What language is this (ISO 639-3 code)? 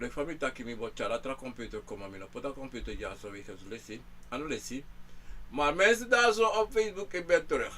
srn